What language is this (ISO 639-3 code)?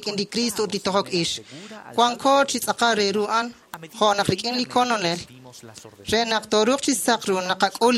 kek